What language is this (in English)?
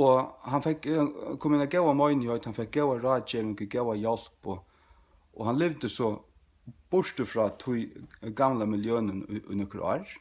Faroese